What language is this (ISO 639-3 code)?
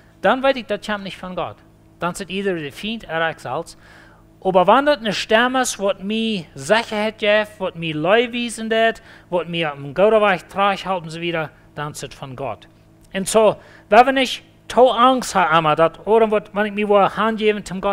pdt